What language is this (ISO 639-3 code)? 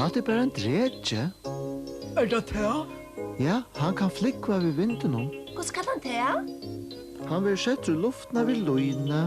fao